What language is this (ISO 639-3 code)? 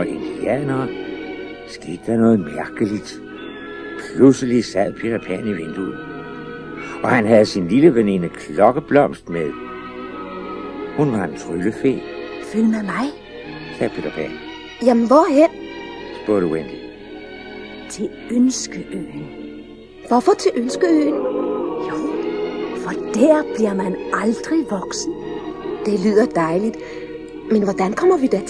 dan